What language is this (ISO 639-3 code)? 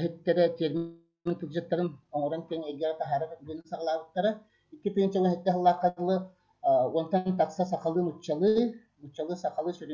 sah